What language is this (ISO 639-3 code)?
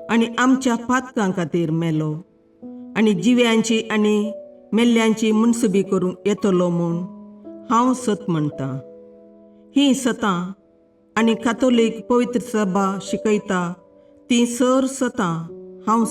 kok